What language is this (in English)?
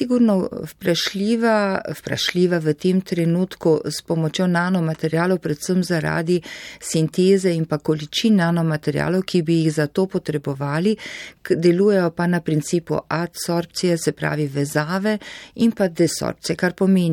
Slovenian